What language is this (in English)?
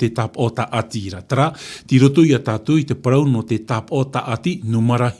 Tahitian